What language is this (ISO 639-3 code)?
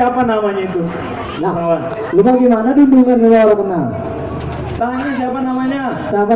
bew